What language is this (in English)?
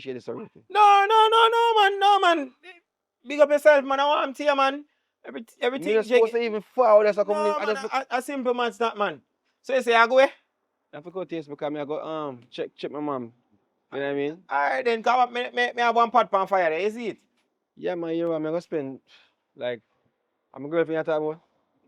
Jamaican Creole English